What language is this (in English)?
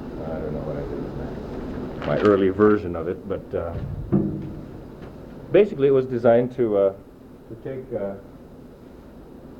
English